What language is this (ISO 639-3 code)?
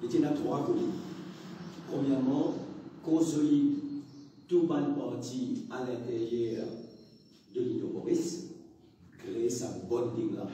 mfe